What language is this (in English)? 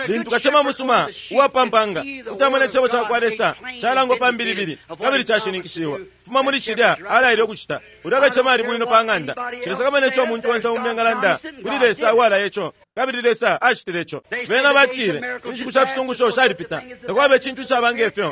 Bemba